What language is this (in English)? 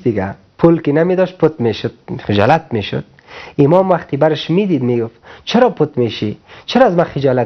Persian